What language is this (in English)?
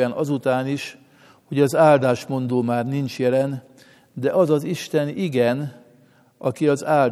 Hungarian